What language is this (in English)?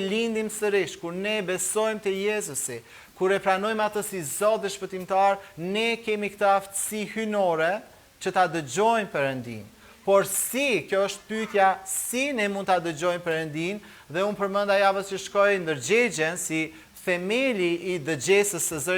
Albanian